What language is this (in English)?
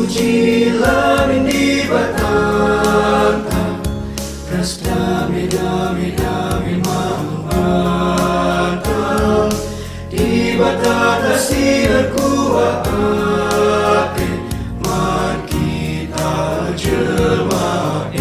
Batak Karo